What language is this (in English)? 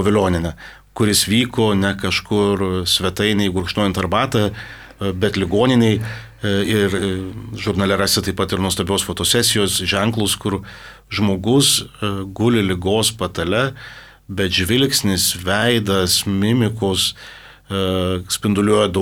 Lithuanian